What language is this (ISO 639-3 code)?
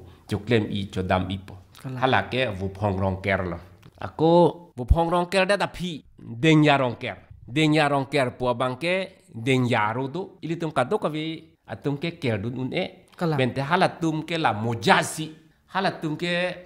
mjw